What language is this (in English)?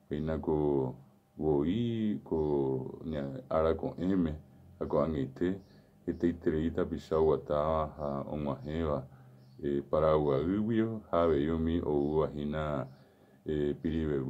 Guarani